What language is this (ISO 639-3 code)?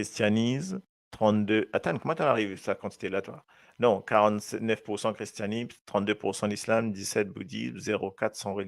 mfe